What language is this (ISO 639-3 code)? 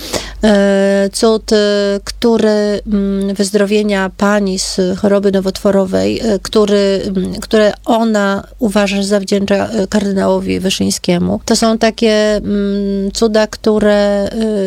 pol